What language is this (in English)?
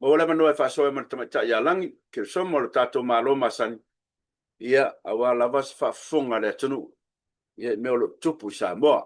Samoan